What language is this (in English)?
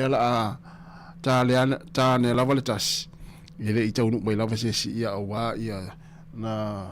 Samoan